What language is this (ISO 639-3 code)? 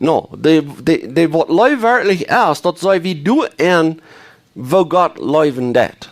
pdt